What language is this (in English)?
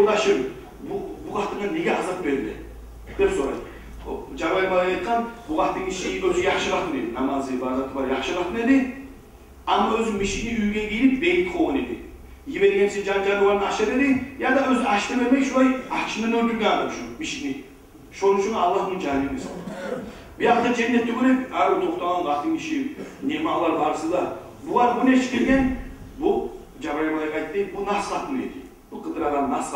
Kumyk